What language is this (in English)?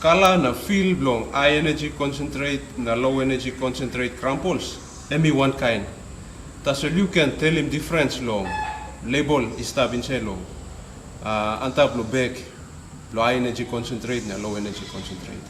Tok Pisin